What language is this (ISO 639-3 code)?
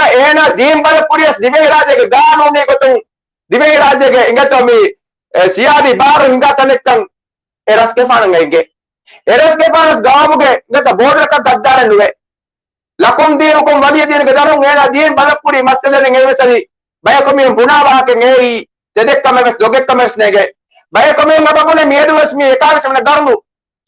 div